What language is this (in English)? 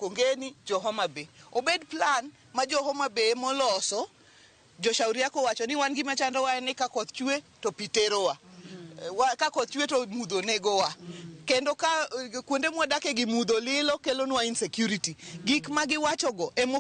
Luo (Kenya and Tanzania)